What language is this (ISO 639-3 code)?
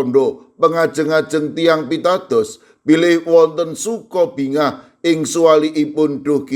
jav